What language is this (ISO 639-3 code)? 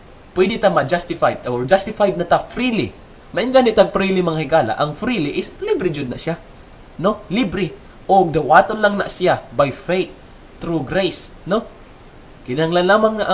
ceb